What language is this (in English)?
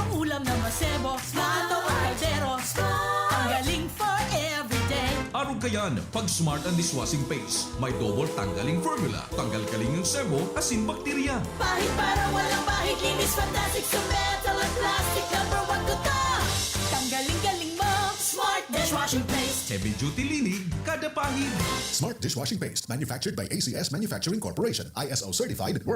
Bikol